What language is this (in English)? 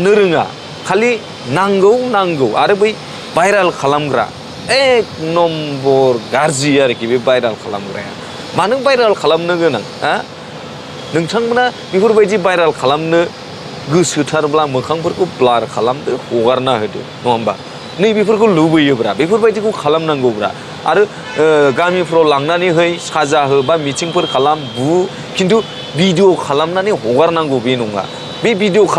Bodo